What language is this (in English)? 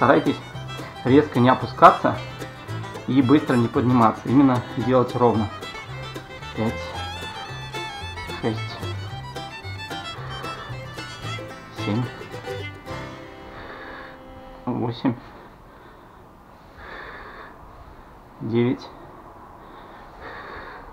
Russian